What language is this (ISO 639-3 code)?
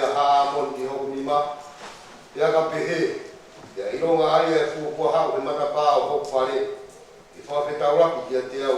ton